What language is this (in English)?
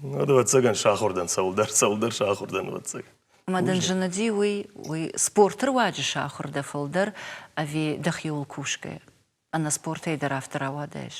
Ossetic